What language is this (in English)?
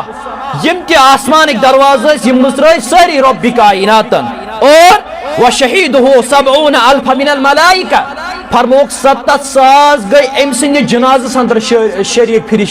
Kashmiri